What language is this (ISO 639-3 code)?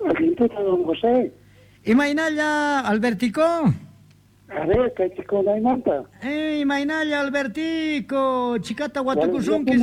que